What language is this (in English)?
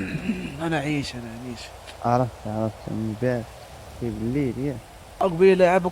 Moroccan Arabic